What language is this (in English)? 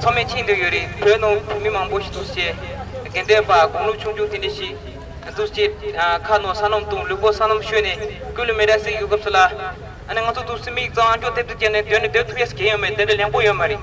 Tibetan